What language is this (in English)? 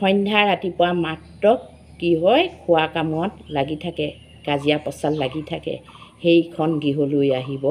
Assamese